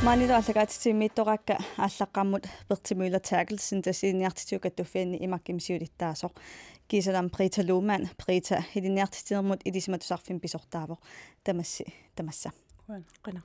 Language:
Kalaallisut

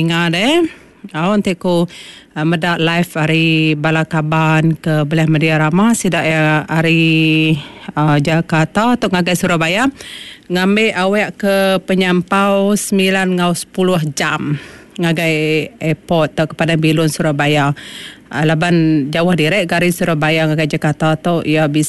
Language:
Iban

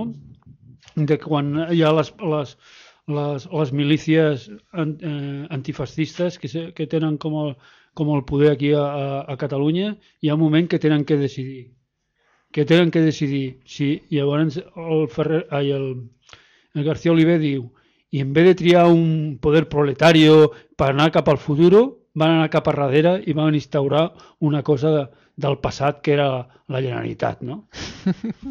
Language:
Catalan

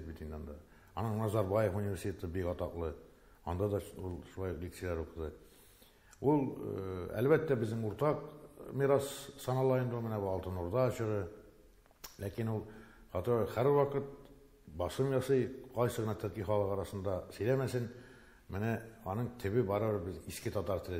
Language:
Tatar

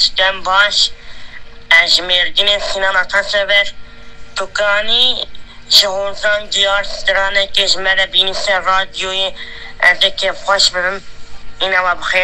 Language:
Kurdish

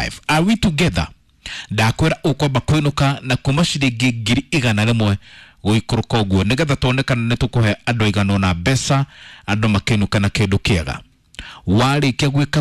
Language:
Kikuyu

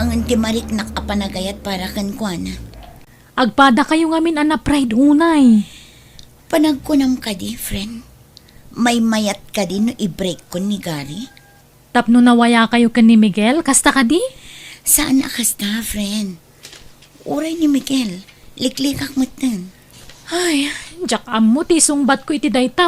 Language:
Iloko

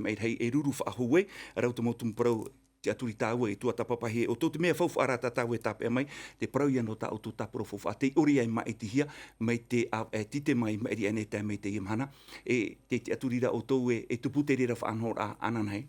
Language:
Tahitian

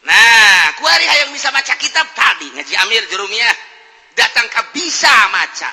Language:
Sundanese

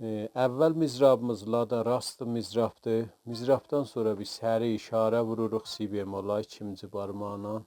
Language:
South Azerbaijani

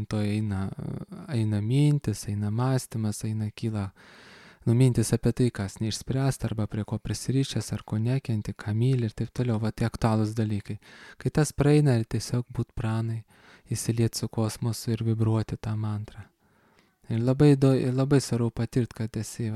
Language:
Lithuanian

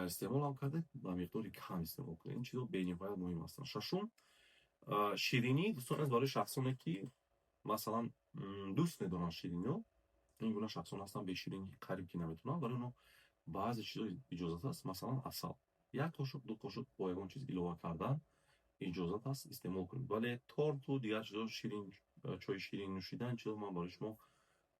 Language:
Tajik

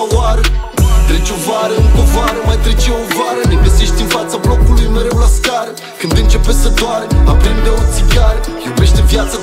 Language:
Romanian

